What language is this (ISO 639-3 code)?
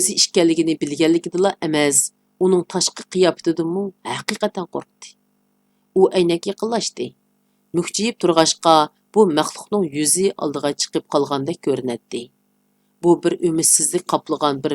uig